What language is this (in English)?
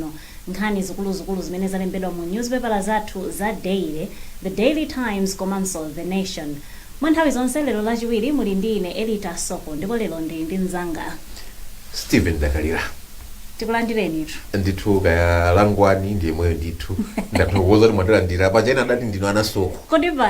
Nyanja